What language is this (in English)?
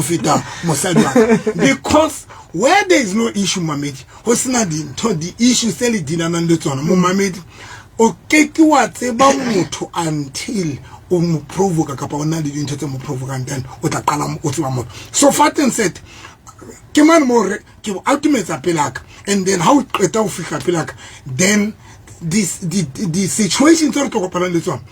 Southern Sotho